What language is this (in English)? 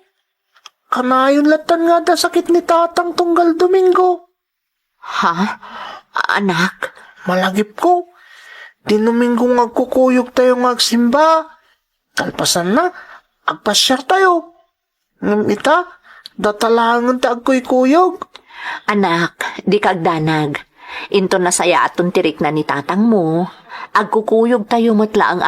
Iloko